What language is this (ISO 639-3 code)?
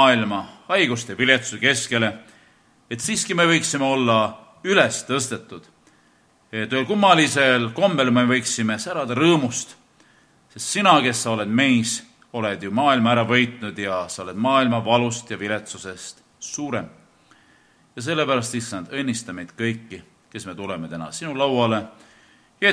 est